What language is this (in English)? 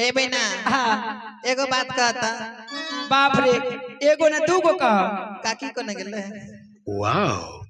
Maithili